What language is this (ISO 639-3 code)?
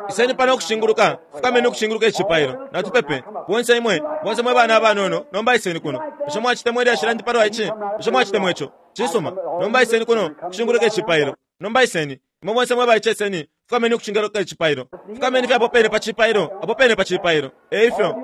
bem